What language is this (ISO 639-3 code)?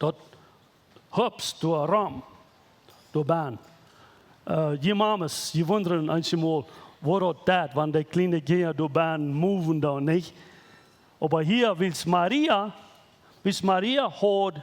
pdt